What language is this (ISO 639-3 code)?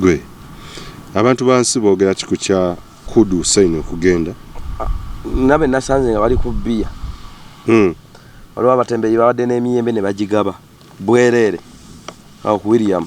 lug